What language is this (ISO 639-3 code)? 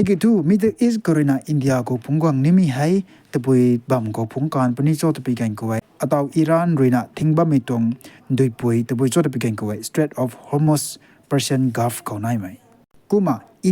nbu